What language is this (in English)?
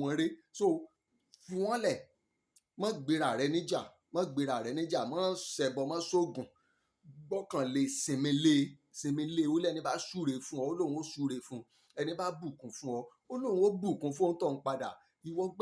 Yoruba